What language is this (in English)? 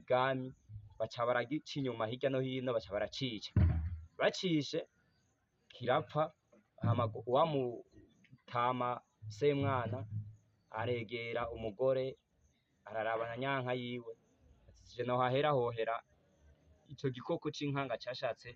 Rundi